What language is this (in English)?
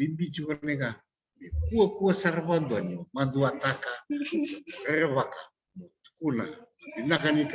Fijian